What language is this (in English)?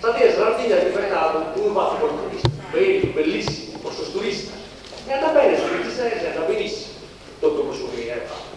Sardinian